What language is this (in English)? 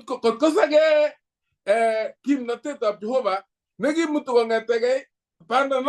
Kalenjin